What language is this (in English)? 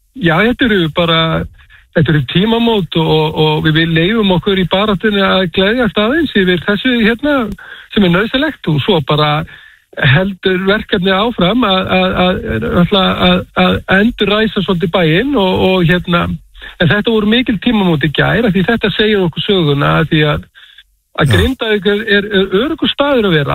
Icelandic